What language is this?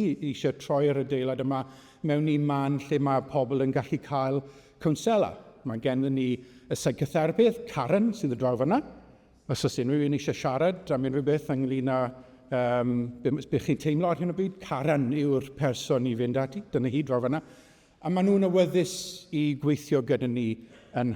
Welsh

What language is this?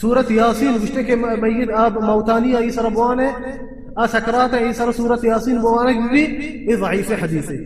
Baluchi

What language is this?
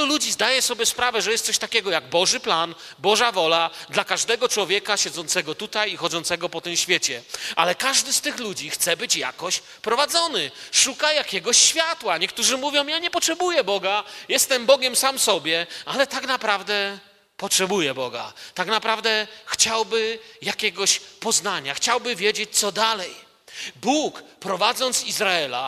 Polish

